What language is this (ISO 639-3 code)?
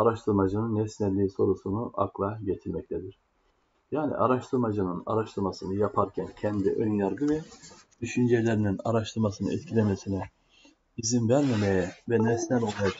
tur